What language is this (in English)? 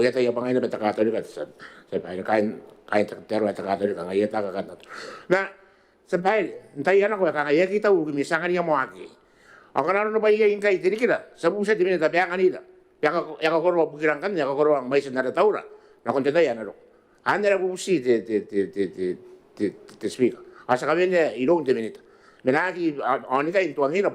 Gilbertese